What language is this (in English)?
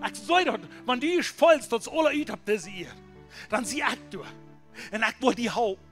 Plautdietsch